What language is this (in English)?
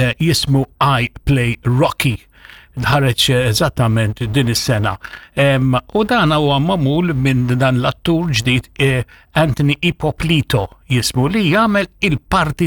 Maltese